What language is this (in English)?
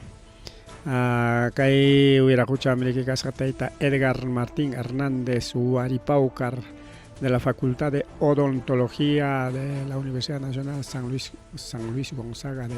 Ayacucho Quechua